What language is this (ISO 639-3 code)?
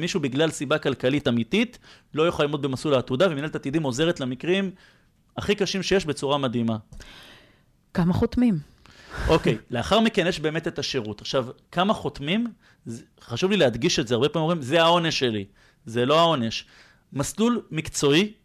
heb